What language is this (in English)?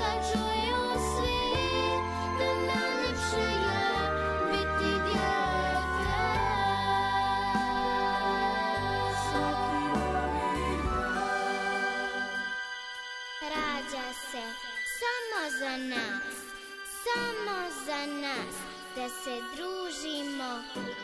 Croatian